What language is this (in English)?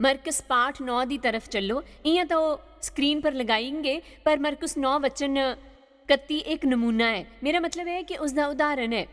Dogri